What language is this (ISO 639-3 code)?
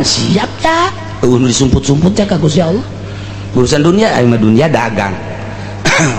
sun